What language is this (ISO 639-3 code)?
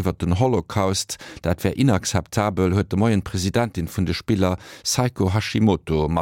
ltz